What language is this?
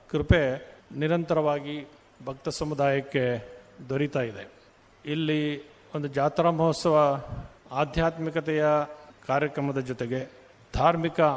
Kannada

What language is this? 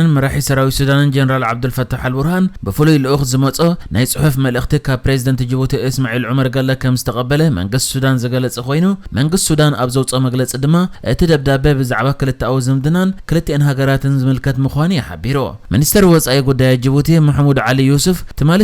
Tigrinya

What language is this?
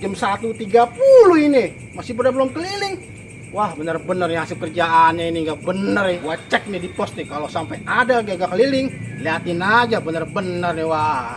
Betawi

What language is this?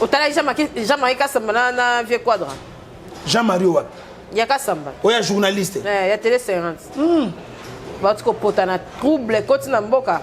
Lingala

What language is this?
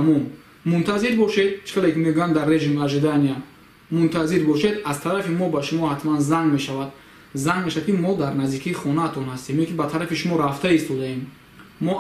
Tajik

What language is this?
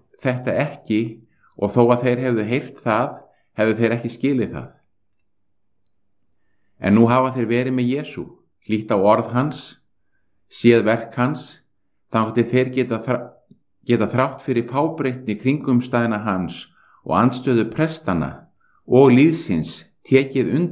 Icelandic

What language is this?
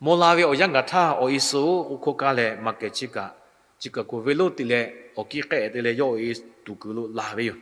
Lahu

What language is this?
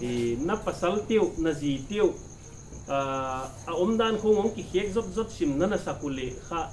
Paite Chin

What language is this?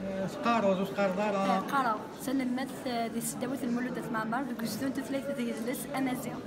Kabyle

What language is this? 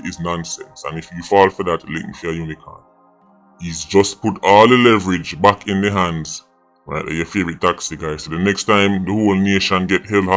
Jamaican Creole English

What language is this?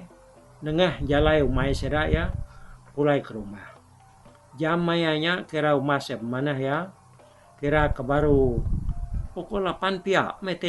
Iban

